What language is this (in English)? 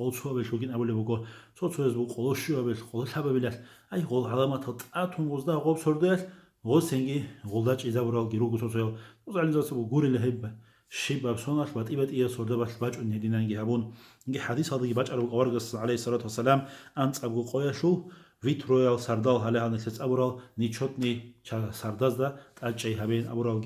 Avaric